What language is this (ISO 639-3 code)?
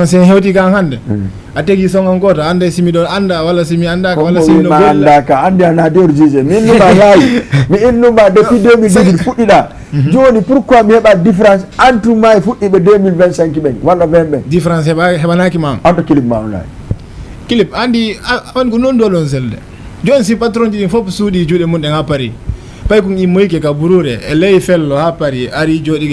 ful